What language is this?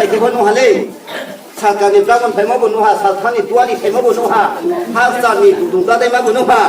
Riang (India)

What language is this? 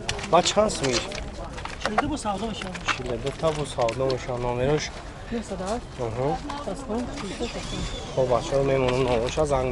Tajik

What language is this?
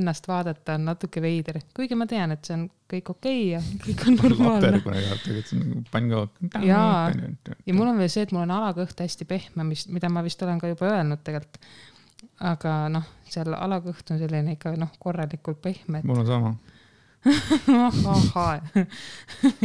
Estonian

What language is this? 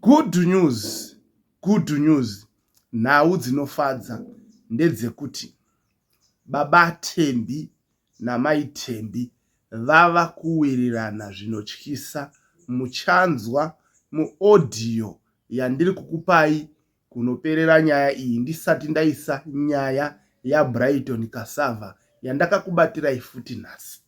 Shona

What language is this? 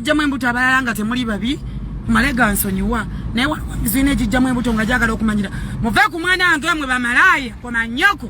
Ganda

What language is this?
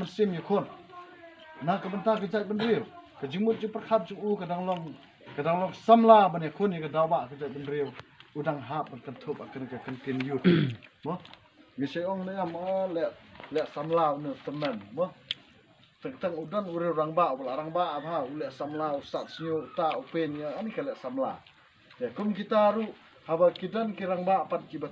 Khasi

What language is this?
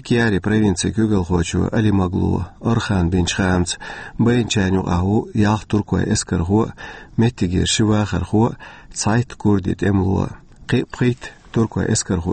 Chechen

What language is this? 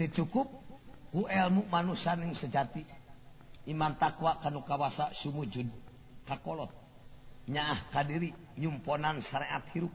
Sundanese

